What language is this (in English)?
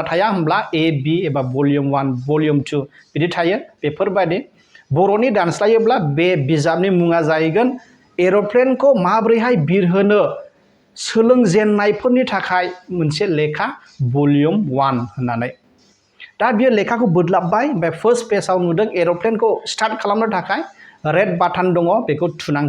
Bodo